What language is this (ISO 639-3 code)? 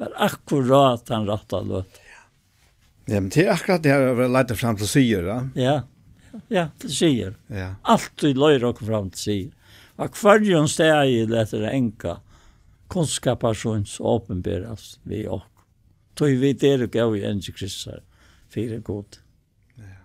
fao